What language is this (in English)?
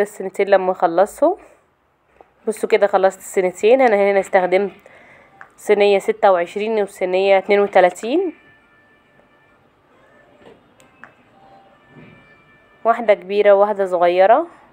Egyptian Arabic